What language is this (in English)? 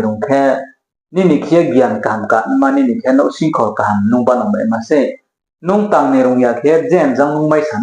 Riang (India)